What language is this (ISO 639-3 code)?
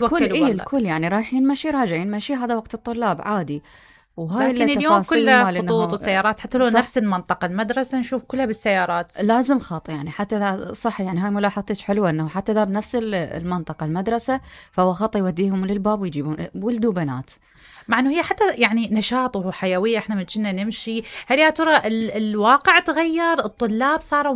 acm